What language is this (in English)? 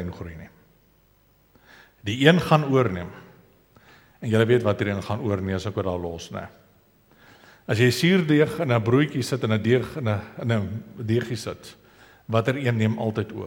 Afrikaans